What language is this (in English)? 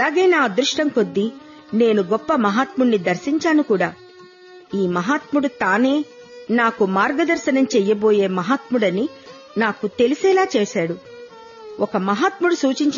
Telugu